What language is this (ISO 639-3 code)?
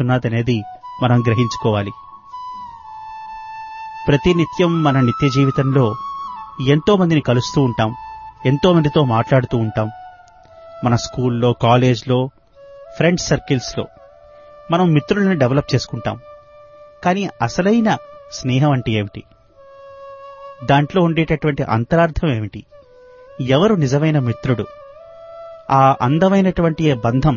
tel